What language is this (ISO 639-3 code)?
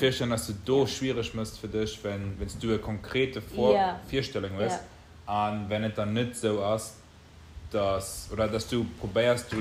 ltz